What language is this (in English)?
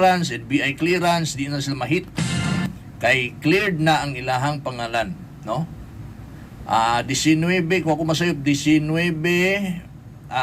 Cebuano